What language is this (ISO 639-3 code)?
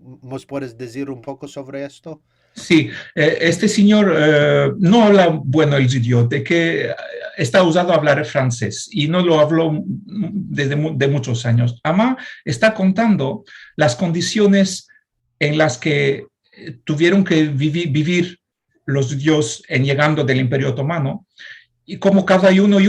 lad